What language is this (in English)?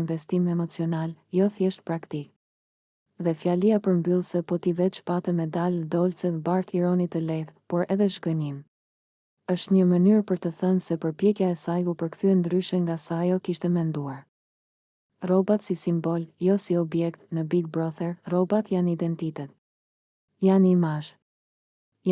Albanian